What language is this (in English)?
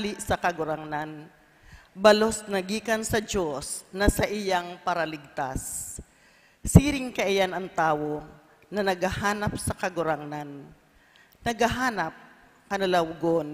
Bikol